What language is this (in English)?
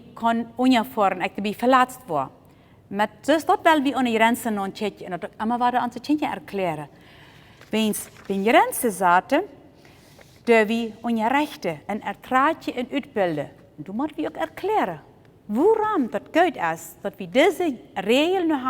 Plautdietsch